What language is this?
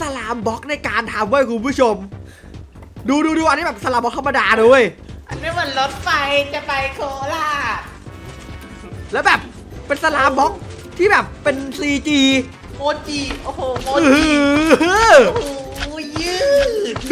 Thai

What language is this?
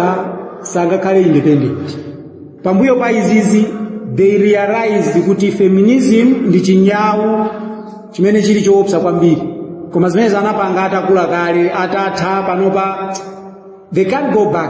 Nyanja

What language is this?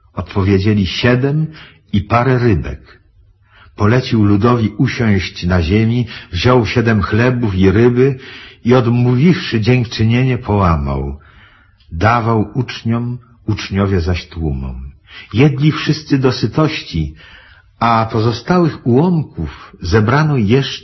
Polish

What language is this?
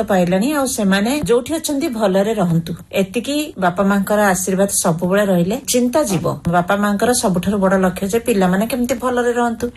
Odia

